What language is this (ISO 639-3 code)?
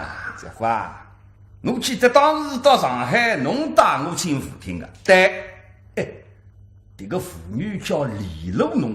wuu